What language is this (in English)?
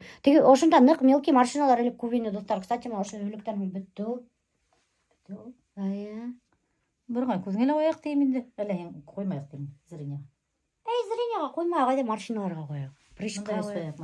Bashkir